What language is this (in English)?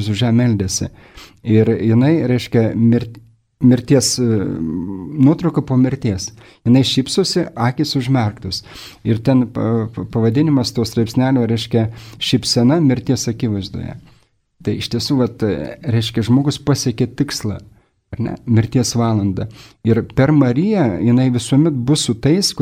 Lithuanian